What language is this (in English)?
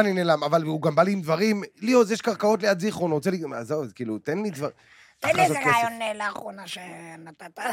Hebrew